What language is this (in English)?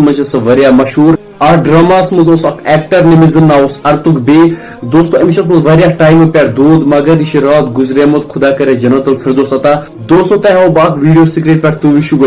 Kashmiri